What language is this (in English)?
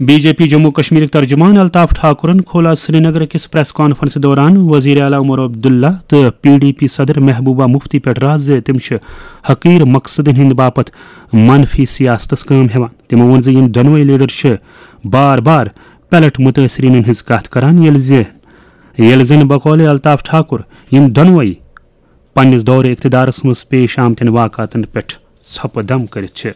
Kashmiri